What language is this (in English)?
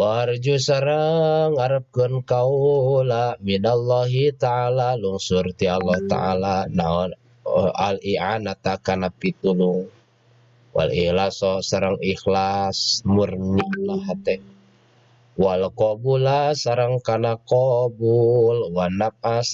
Sundanese